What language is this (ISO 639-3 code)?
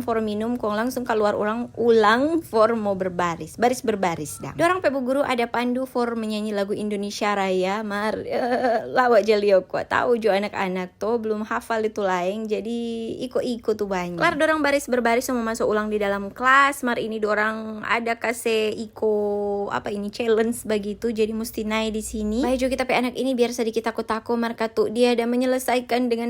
xmm